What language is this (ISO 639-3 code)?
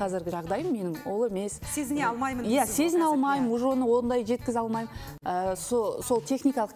kaz